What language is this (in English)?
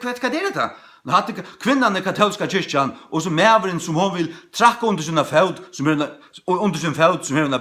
Faroese